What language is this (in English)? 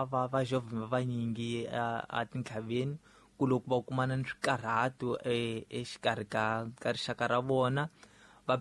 Tsonga